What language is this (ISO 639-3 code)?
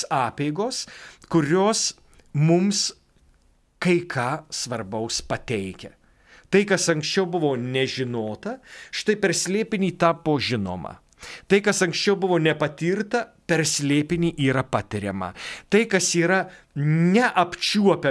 lit